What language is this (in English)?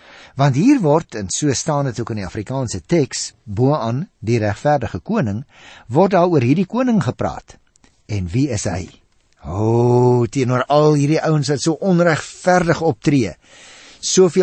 Afrikaans